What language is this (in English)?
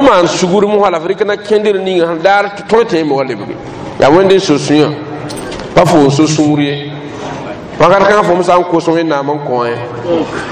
Mossi